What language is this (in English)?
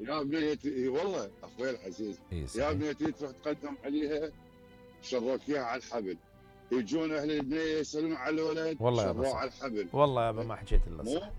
Mesopotamian Arabic